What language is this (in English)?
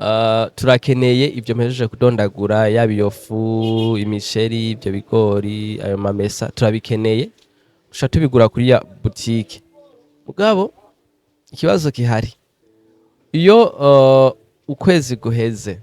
Rundi